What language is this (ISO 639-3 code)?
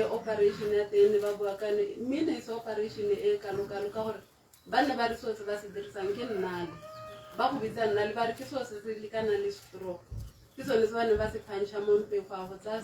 tsn